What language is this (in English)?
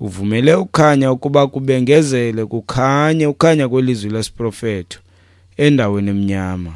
Xhosa